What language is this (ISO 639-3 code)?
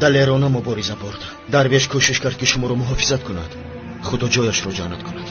tgk